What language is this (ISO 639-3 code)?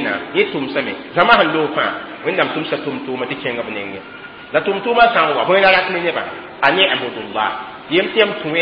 mos